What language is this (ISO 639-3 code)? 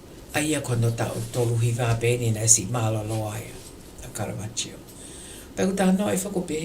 ton